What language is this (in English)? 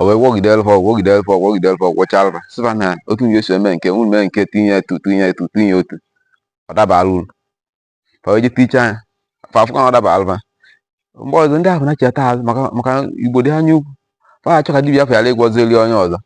Igbo